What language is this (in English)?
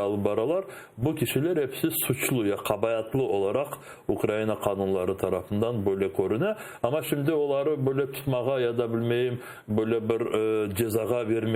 Crimean Tatar